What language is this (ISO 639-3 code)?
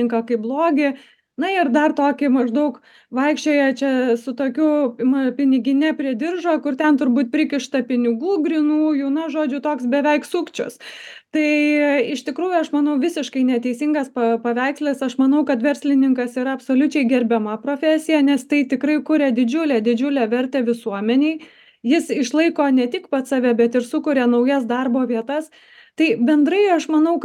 lit